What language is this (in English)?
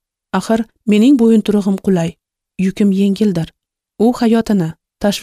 Uzbek